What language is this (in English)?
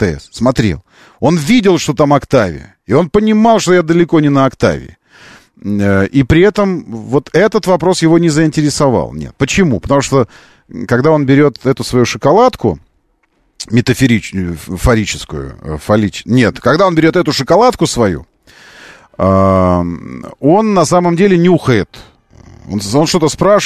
Russian